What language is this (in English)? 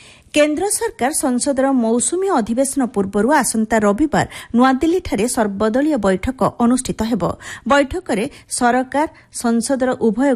Odia